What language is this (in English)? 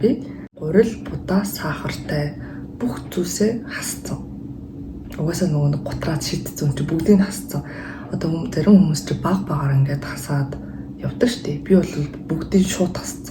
Mongolian